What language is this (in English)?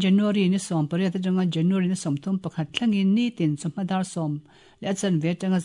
Mizo